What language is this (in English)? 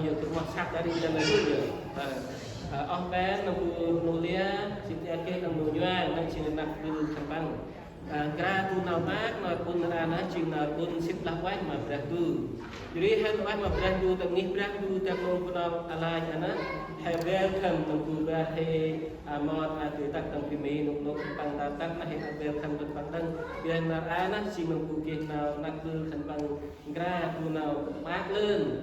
Central Mnong